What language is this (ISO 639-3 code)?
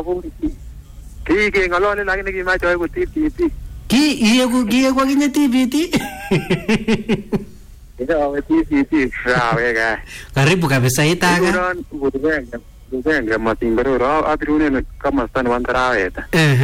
swa